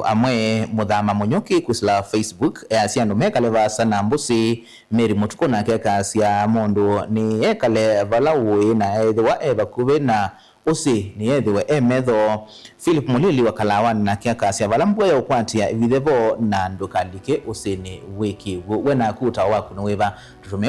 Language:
Kamba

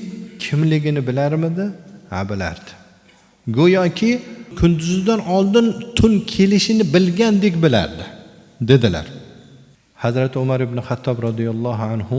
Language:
Uzbek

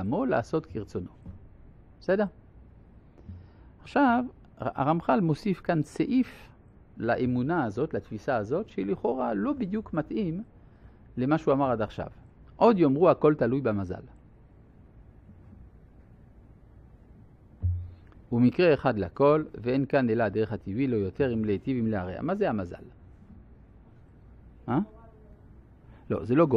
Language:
Hebrew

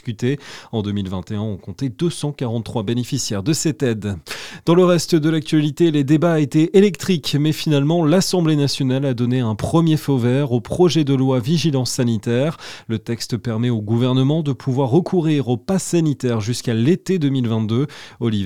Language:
French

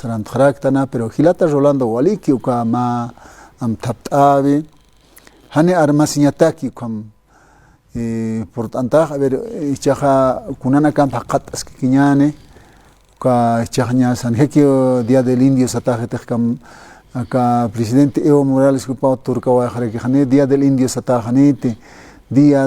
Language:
Aymara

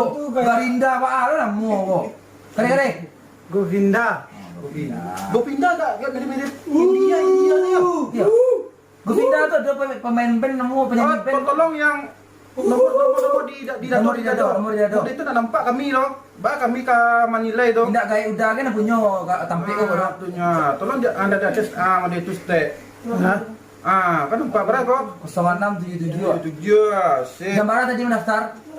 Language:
Minangkabau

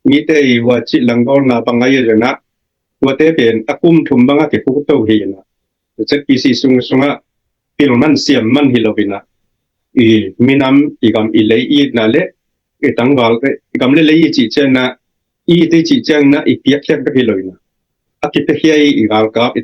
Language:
Tedim Chin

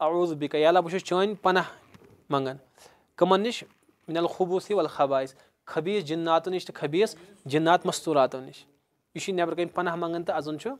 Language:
Kashmiri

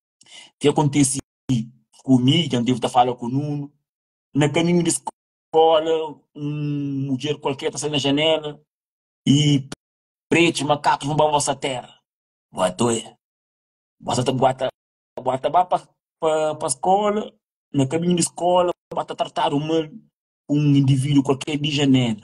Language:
Kabuverdianu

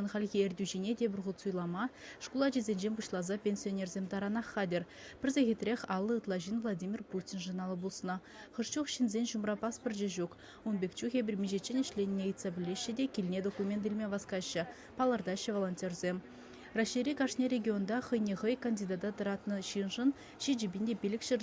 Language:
Chuvash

